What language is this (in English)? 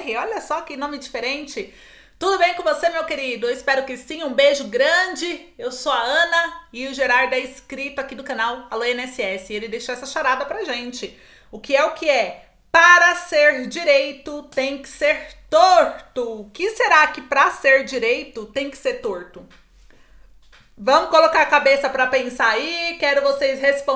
Portuguese